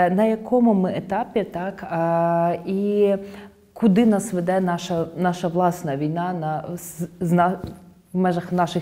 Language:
Ukrainian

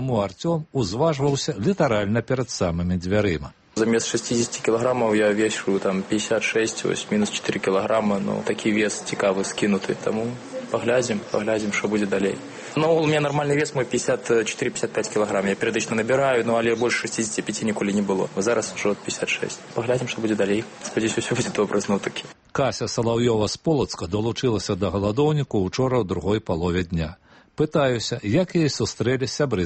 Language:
Belarusian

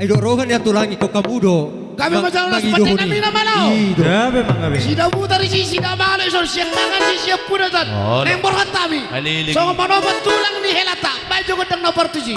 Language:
Batak Toba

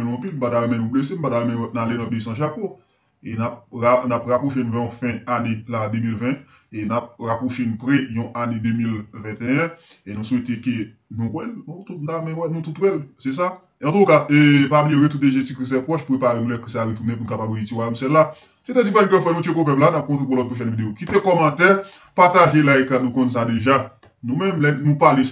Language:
Haitian Creole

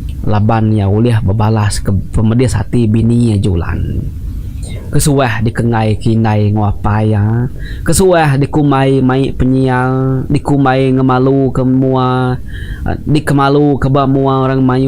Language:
Iban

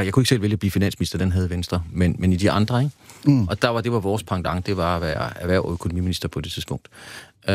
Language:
Danish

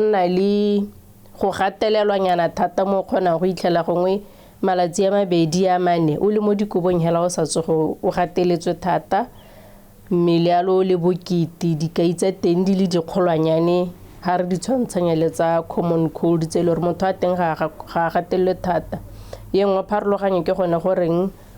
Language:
Tswana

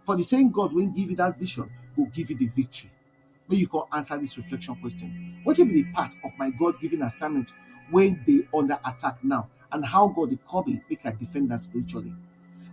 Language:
Nigerian Pidgin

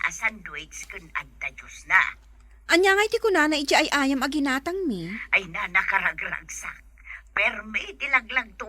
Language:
Iloko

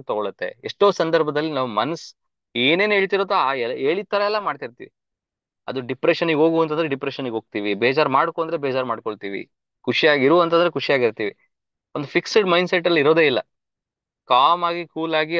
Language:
Kannada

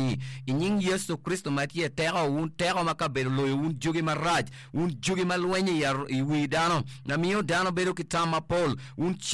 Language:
Acoli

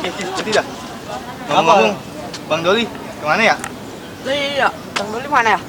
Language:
Betawi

